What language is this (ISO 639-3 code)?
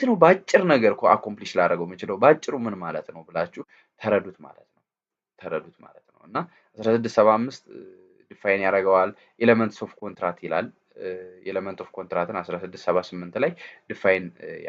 amh